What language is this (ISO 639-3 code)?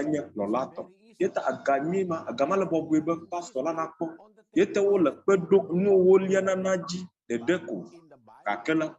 ewe